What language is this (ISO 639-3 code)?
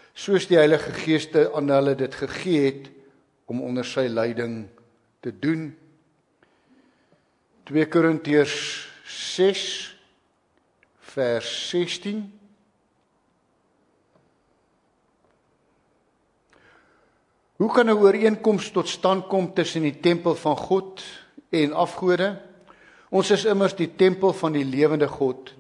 afr